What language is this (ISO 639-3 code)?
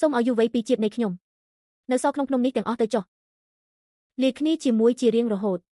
khm